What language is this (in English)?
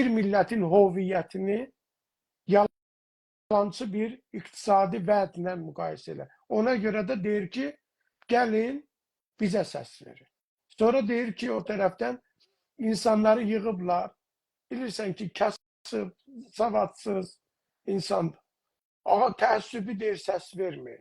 South Azerbaijani